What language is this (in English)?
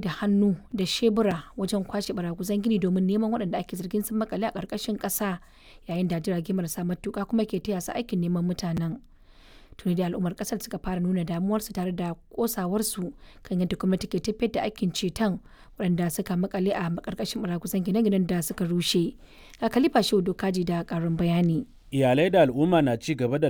Hausa